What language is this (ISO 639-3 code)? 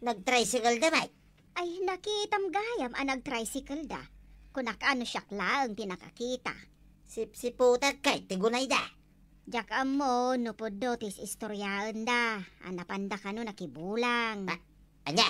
ilo